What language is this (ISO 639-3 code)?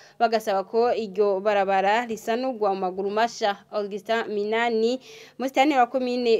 run